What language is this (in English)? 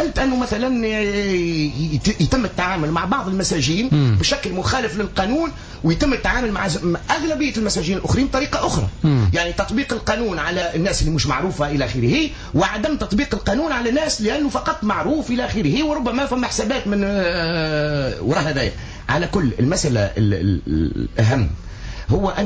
Tunisian Arabic